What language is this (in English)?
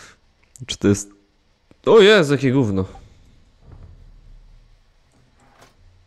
Polish